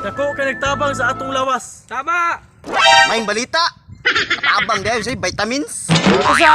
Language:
Cebuano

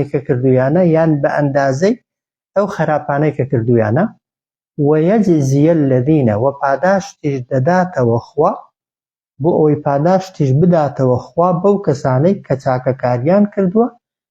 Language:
Central Kurdish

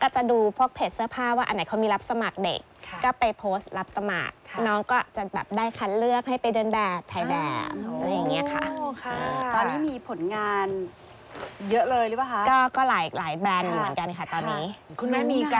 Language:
Thai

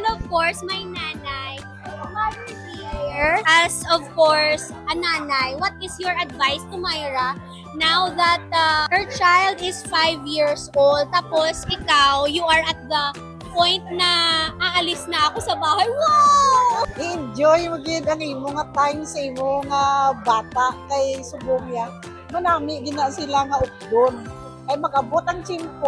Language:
Hiligaynon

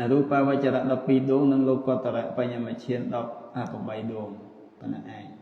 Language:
Khmer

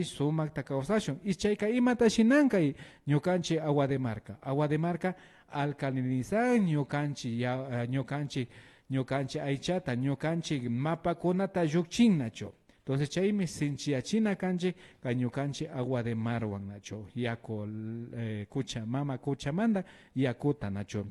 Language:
Imbabura Highland Quichua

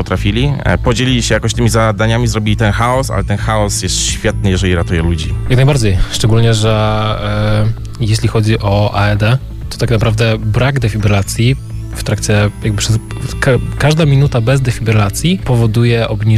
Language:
Polish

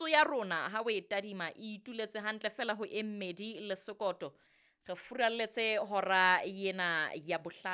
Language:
Southern Sotho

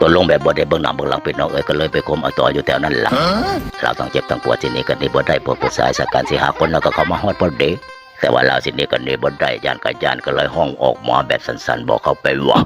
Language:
Northeastern Thai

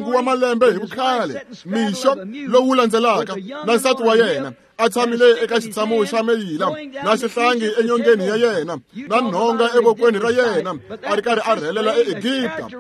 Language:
Tsonga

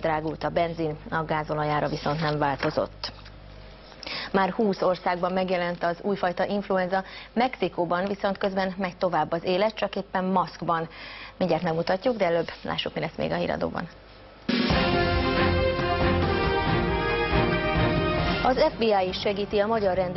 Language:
Hungarian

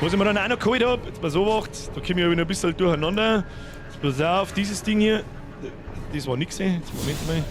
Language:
Bavarian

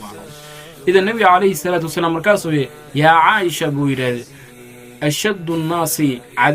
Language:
Somali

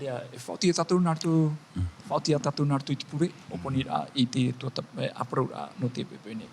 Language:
Tahitian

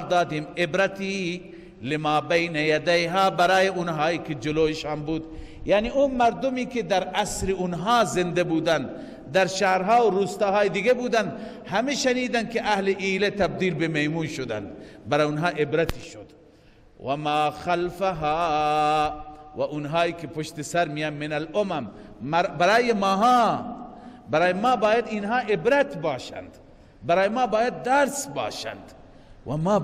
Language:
Persian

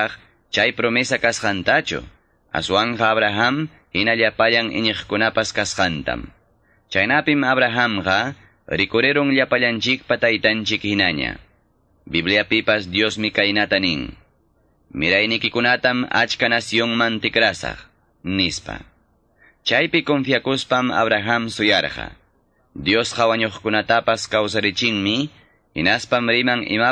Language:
Ayacucho Quechua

